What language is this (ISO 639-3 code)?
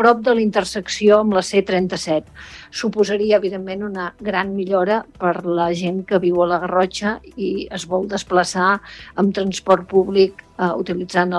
cat